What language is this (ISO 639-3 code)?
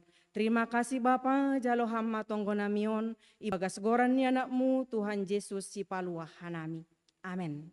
bts